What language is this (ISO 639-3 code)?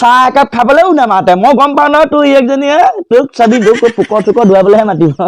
asm